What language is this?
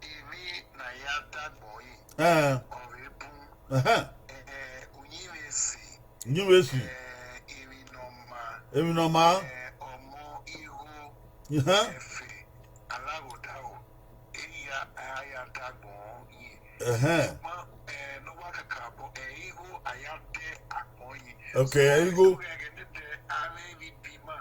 Bini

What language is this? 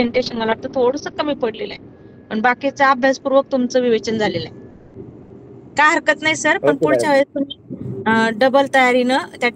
Marathi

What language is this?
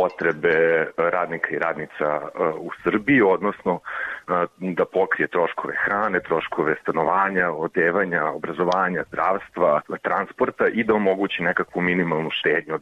Serbian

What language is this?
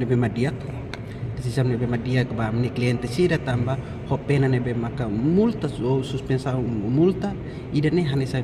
Tetum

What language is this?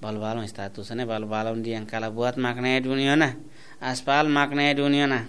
Tetum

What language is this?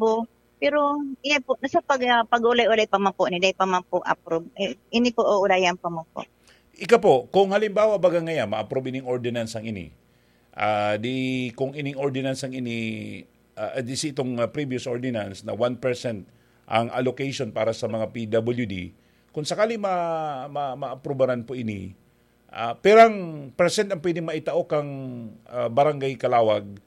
Bikol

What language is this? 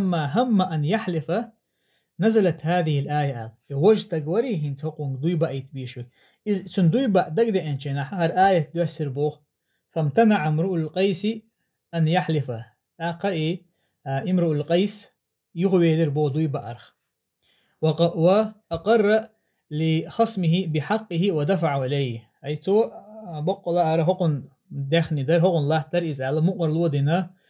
Chechen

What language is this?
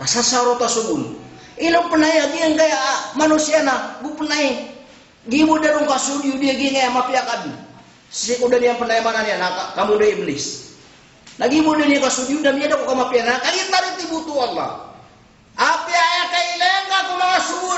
Maranao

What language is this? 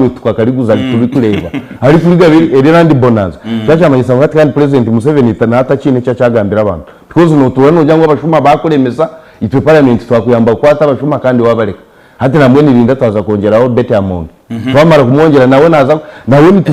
Nyankole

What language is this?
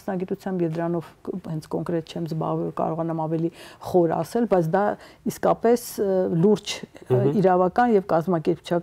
Armenian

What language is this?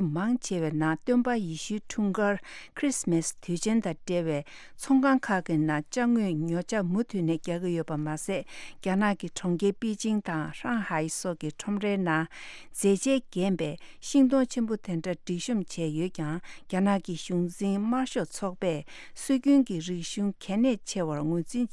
Tibetan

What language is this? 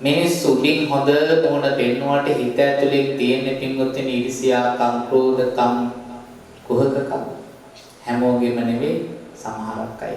Sinhala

